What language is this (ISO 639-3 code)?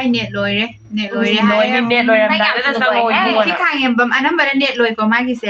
mni